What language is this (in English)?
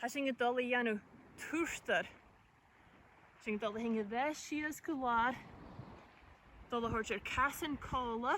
Scottish Gaelic